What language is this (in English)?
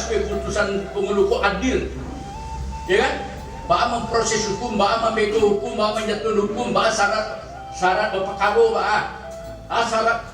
Minangkabau